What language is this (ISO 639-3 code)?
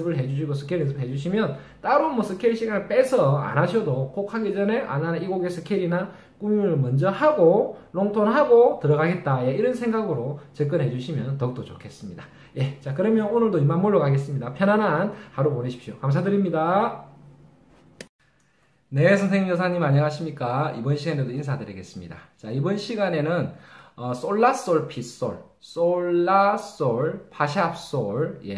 kor